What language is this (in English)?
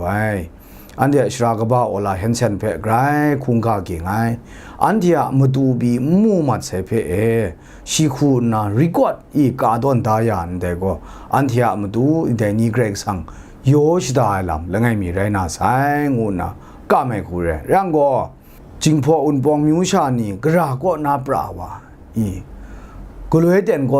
Kachin